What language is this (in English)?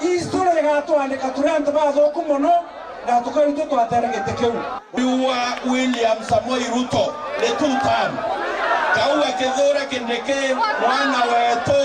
Meru